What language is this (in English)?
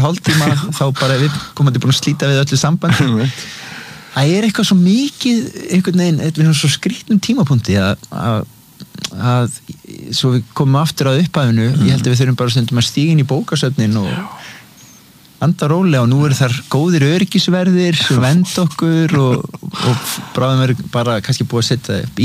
Icelandic